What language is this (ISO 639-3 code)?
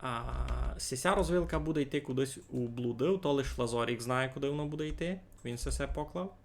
rue